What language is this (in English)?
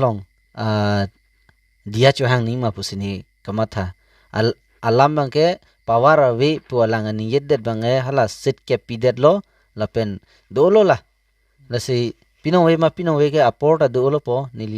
Karbi